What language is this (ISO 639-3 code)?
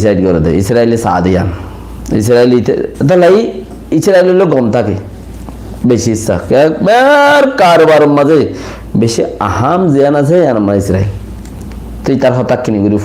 rhg